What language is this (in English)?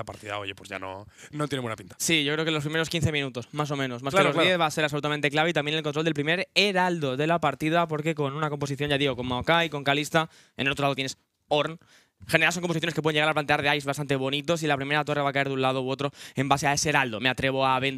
Spanish